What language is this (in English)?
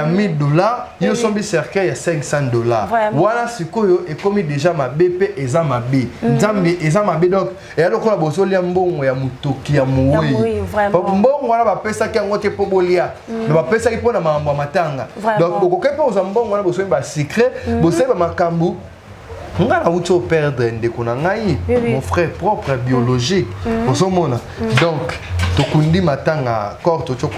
Lingala